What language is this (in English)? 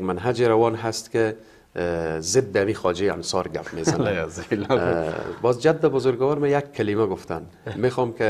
Persian